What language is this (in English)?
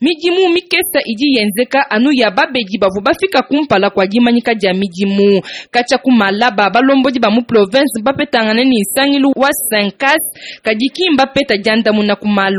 Luba-Lulua